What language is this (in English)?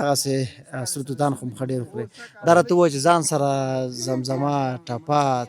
Pashto